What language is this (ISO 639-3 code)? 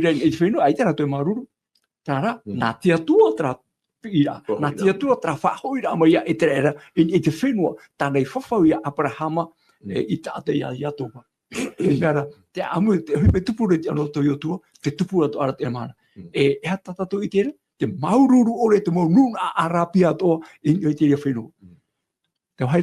tah